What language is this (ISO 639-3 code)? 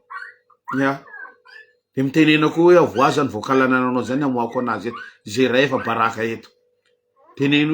mlg